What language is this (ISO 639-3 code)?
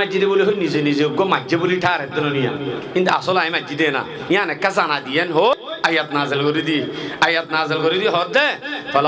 rhg